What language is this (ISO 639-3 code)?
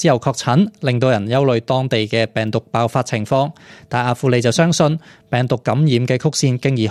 yue